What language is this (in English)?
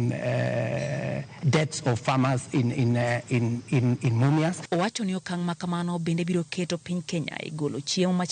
Luo (Kenya and Tanzania)